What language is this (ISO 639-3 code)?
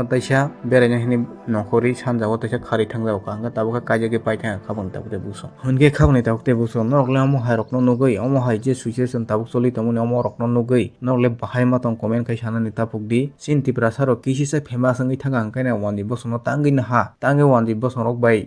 trp